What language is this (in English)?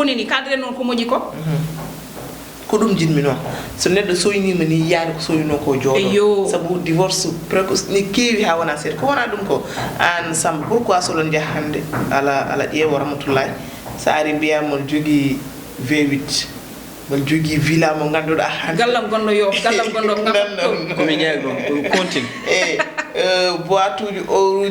Fula